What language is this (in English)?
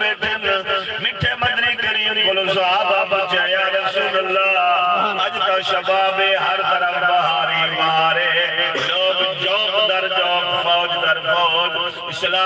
Saraiki